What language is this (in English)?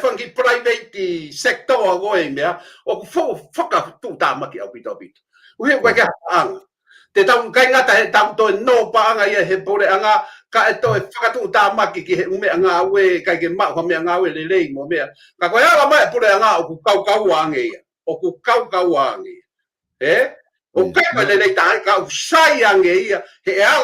Tongan